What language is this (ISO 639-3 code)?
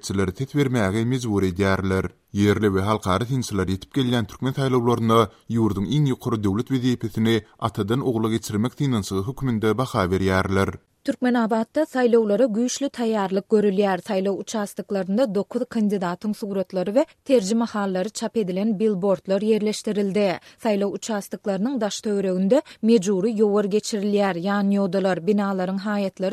tuk